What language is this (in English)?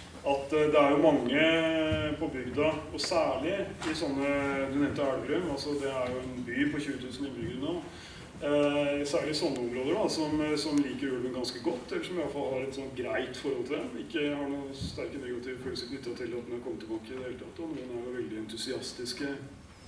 Norwegian